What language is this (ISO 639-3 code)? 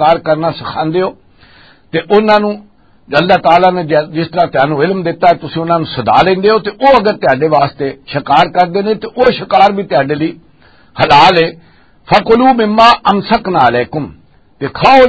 lah